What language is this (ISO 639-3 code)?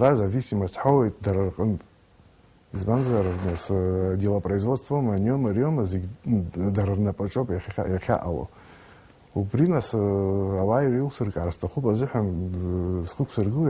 abk